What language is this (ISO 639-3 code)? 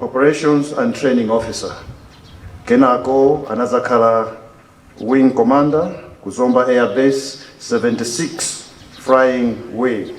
nya